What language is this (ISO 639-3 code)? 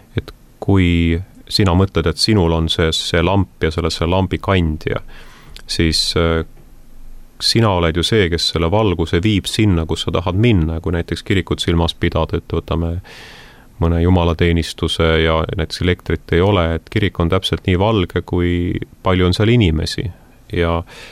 est